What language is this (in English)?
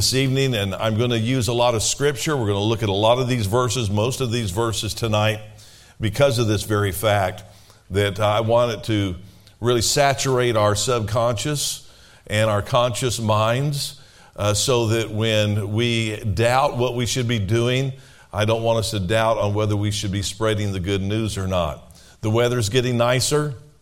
English